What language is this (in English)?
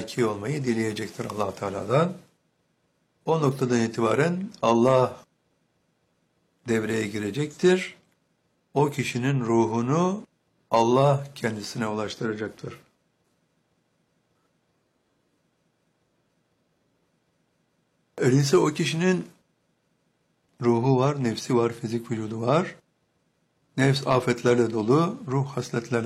Turkish